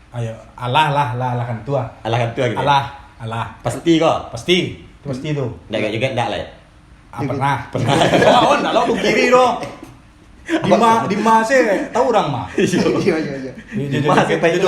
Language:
Minangkabau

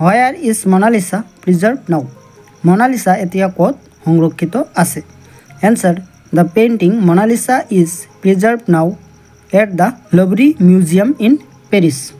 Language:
Assamese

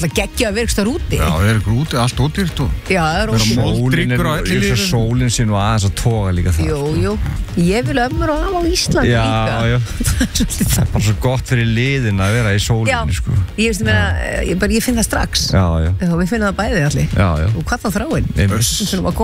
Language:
Icelandic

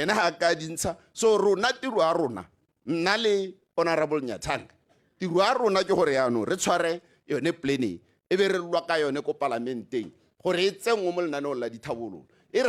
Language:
Tswana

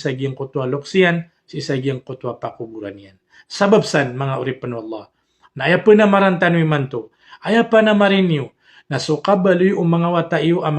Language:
Maranao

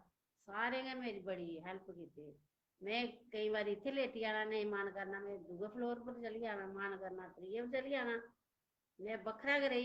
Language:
Dogri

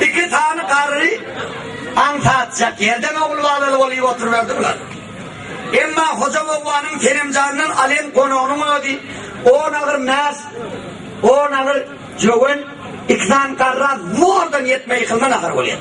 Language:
Turkmen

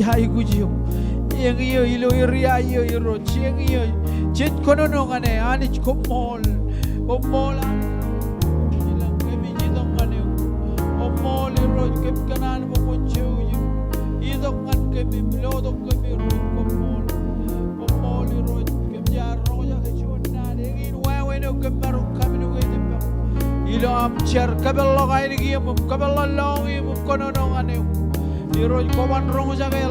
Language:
Marshallese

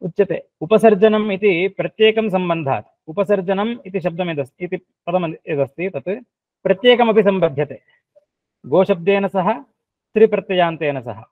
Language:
Sanskrit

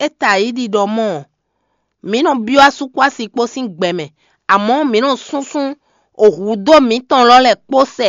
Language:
Fon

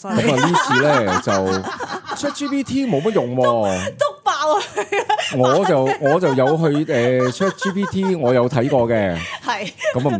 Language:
Cantonese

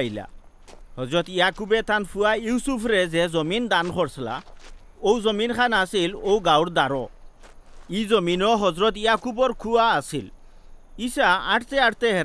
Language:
Sylheti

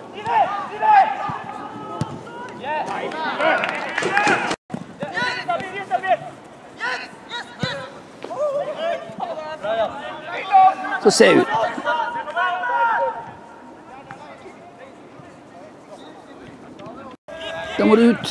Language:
Norwegian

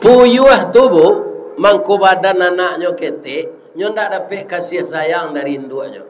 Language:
Minangkabau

